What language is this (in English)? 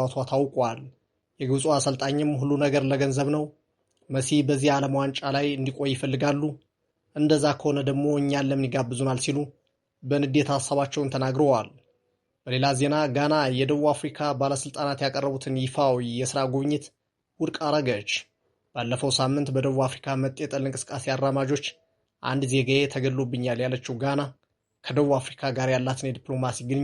Amharic